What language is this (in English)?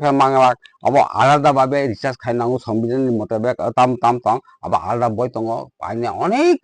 Kok Borok